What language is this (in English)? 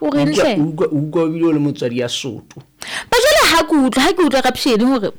Southern Sotho